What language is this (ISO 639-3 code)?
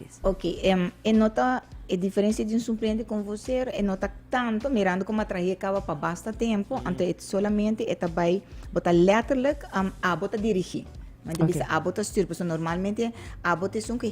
pap